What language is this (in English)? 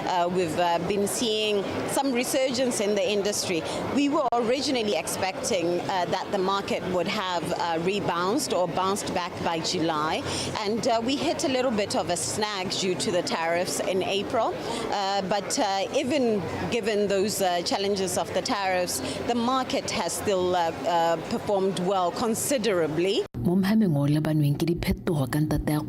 Tswana